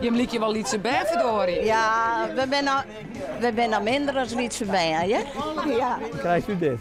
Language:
Western Frisian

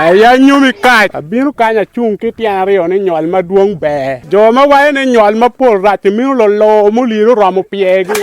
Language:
Acoli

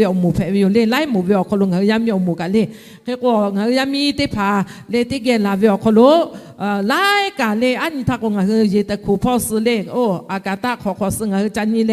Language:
Lahu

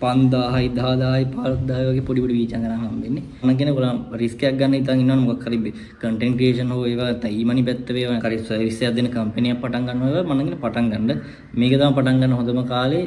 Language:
Sinhala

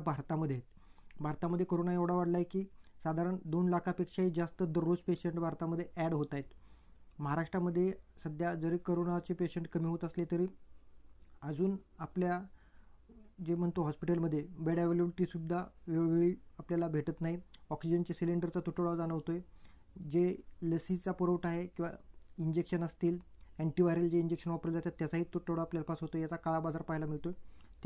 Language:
Marathi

